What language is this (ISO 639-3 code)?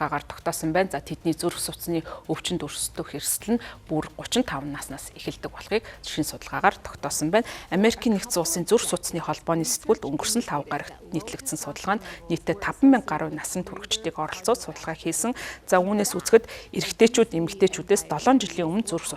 mon